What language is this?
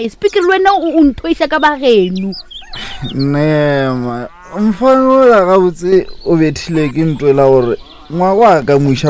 Northern Sotho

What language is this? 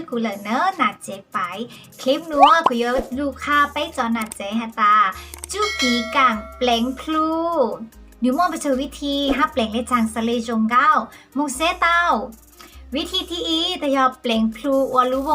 Hmong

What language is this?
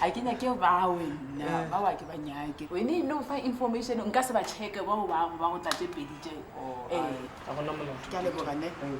Northern Sotho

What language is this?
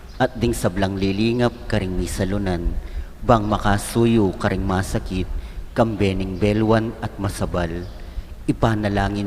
Pampanga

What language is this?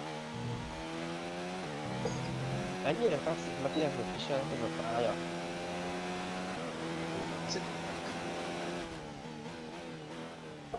Hungarian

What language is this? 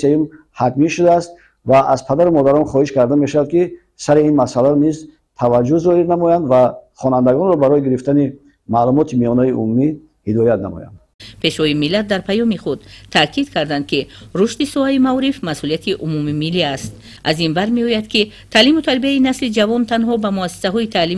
Tajik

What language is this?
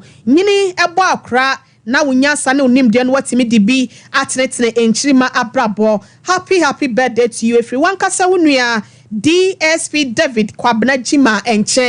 Akan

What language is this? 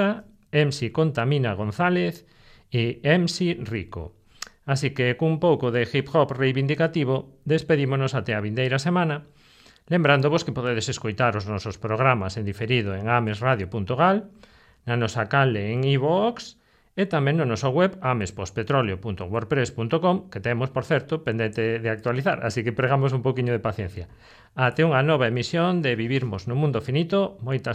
Galician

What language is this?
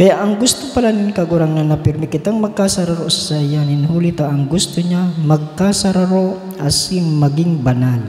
Bikol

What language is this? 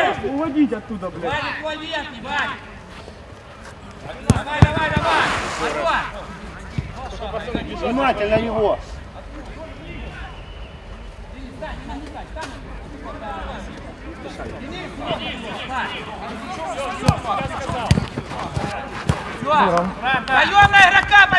Russian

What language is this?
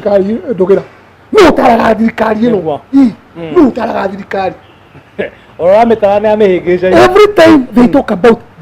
Kikuyu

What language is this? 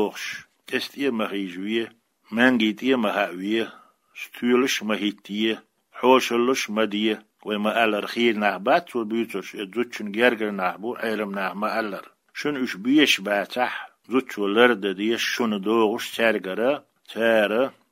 Chechen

